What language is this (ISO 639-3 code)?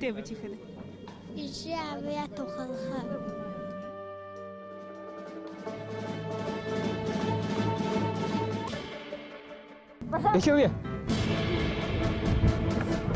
bua